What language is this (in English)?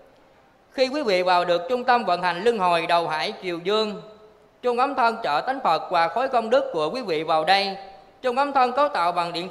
Vietnamese